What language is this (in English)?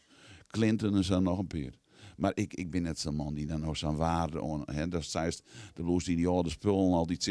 Western Frisian